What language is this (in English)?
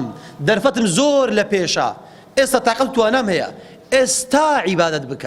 Central Kurdish